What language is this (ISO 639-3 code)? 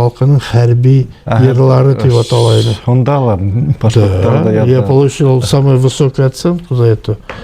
bak